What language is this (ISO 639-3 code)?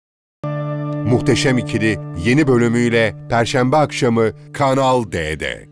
tur